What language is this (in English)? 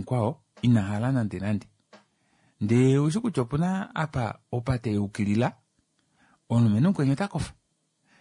Kuanyama